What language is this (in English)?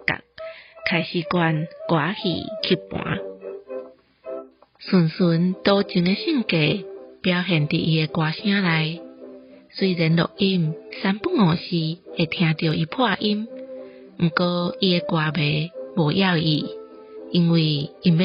Min Nan Chinese